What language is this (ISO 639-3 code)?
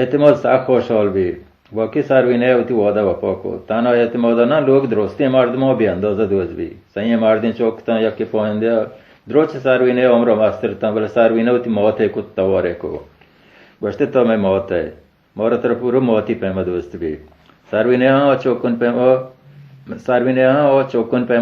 bal